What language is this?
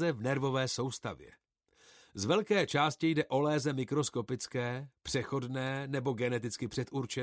Czech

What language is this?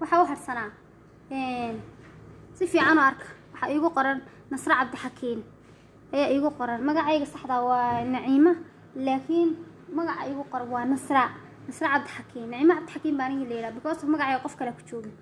Somali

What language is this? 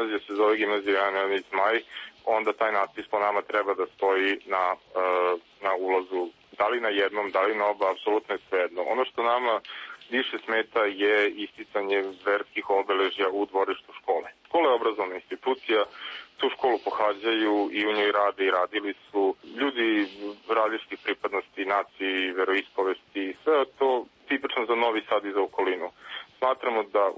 Serbian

